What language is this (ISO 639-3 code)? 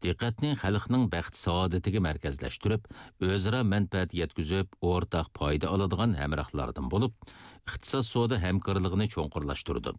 uig